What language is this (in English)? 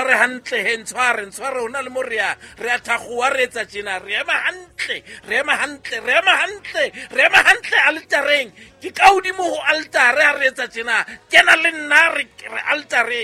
Southern Sotho